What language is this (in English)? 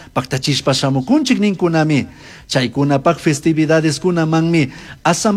Chimborazo Highland Quichua